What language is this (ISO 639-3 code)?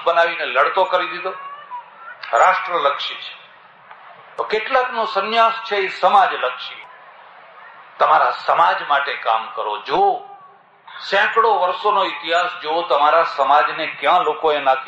guj